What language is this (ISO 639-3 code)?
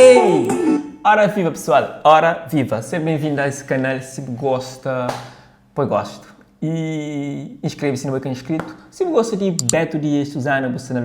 kea